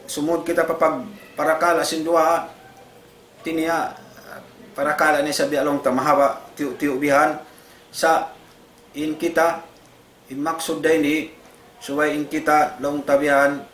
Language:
Tausug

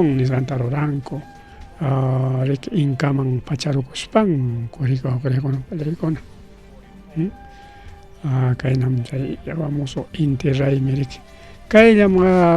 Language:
Ayacucho Quechua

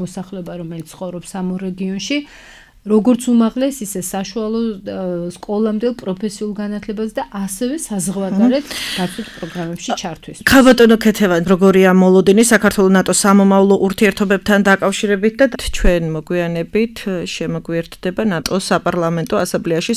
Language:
Georgian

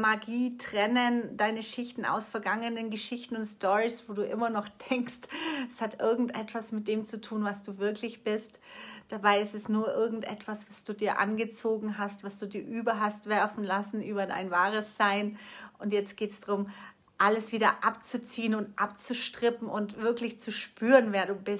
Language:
German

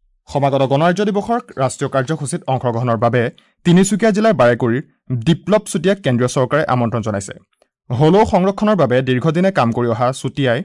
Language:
Assamese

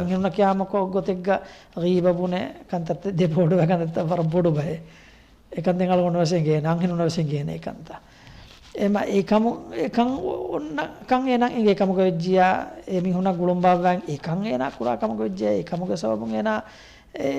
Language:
Divehi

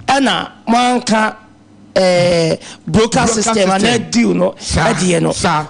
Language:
Akan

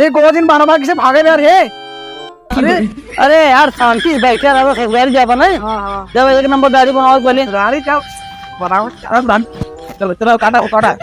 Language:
Awadhi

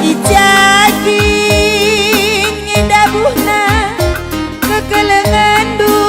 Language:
Batak Karo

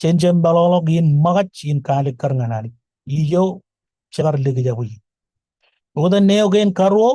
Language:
Marshallese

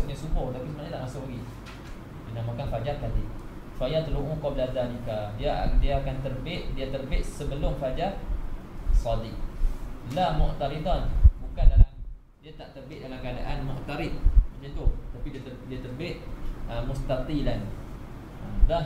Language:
Malay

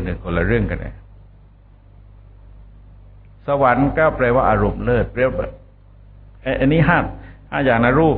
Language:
Thai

